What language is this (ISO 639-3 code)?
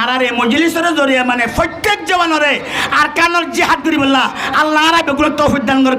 rhg